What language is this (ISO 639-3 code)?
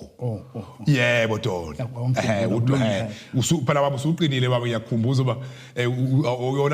zul